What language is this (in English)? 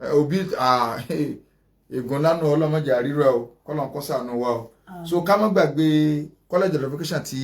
Yoruba